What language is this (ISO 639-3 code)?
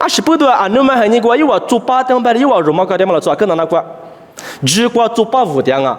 lis